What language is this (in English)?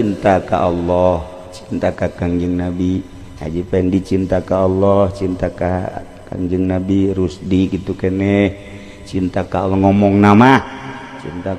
Sundanese